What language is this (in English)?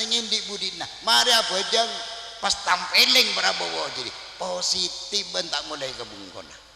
Madurese